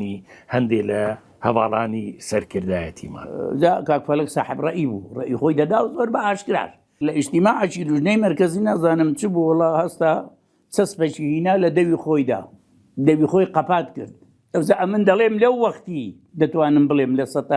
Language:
Central Kurdish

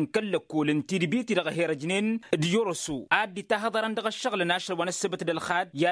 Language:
Tamasheq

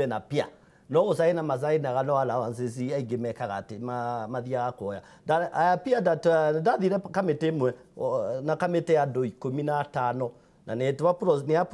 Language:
Kikuyu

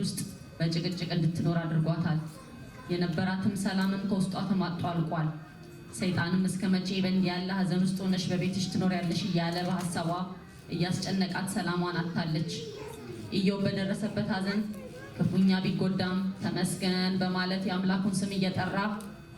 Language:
Amharic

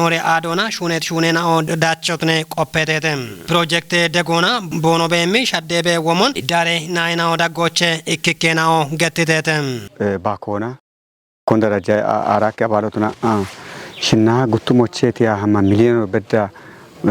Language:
Kafa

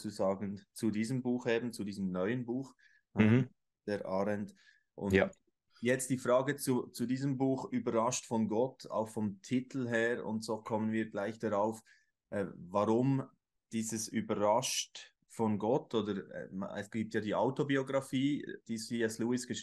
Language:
Swiss German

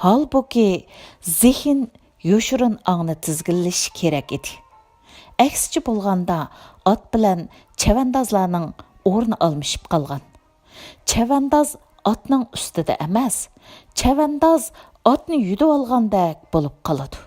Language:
Uyghur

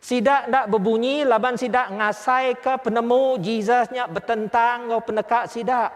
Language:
Iban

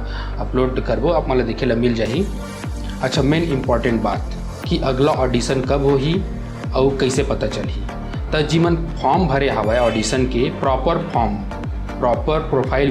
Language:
Chhattisgarhi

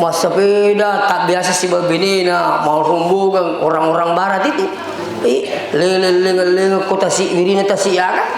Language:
Buginese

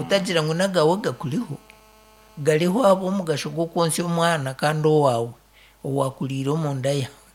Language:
Nyankole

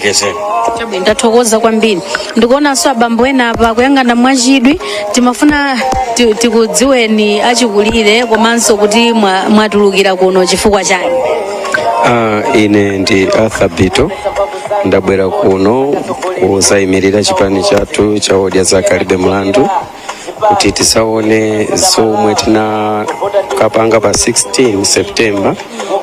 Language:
Nyanja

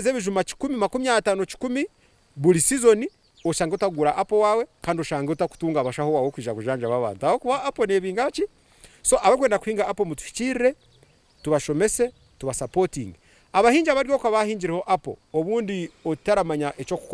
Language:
Nyankole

